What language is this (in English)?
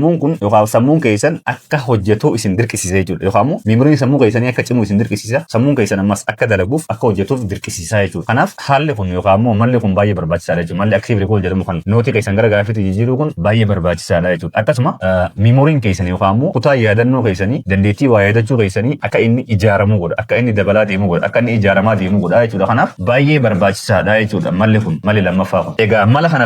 Oromo